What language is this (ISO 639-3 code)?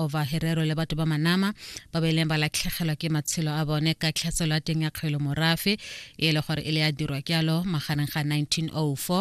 tsn